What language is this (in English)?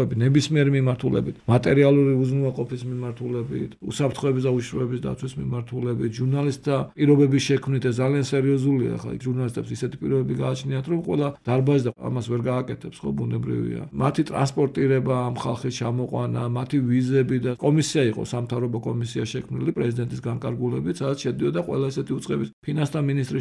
Georgian